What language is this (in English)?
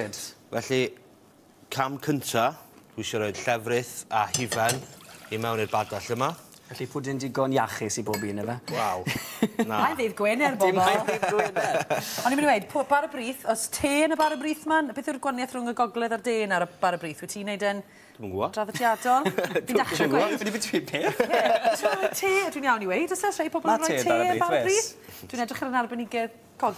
Welsh